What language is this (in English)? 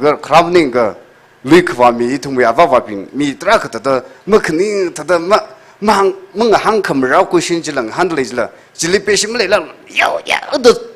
Tangkhul Naga (India)